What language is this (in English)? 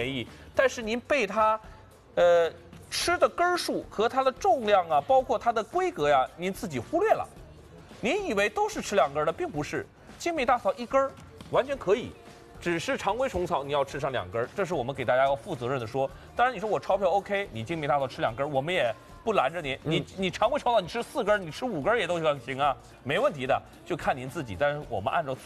Chinese